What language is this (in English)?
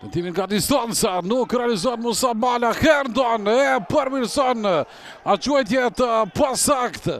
Albanian